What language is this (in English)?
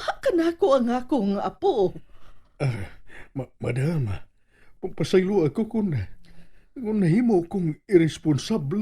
Cebuano